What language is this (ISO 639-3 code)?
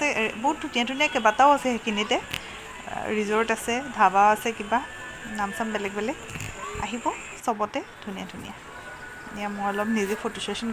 asm